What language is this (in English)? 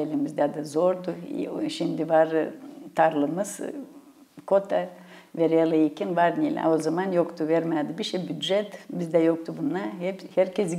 Gagauz